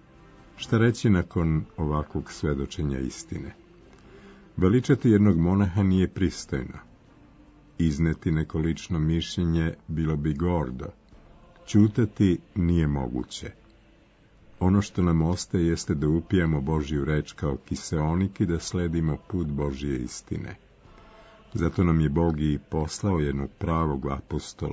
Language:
Serbian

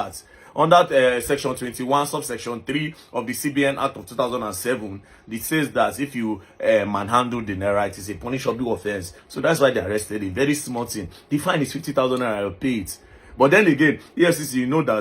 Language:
Nigerian Pidgin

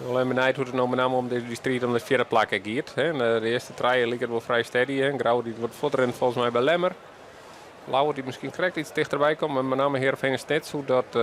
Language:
Western Frisian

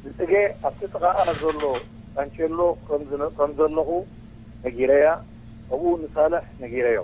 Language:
Tigrinya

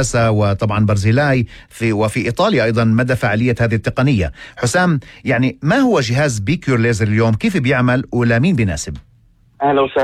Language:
North Levantine Arabic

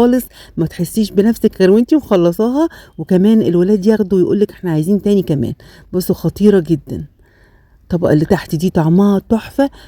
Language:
Egyptian Arabic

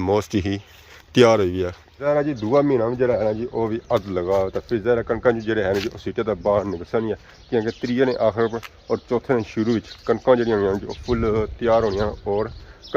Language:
Pahari-Potwari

